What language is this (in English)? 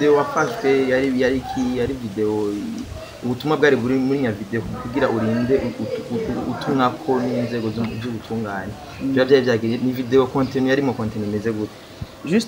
Rundi